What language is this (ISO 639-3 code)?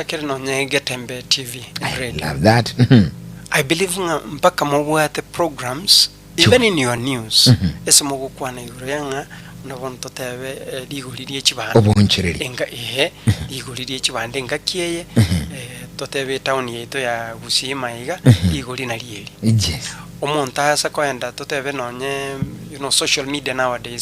guz